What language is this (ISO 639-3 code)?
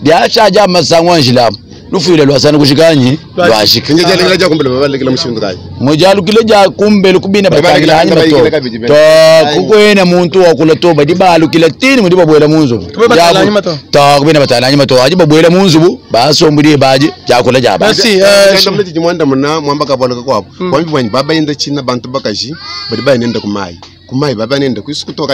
lua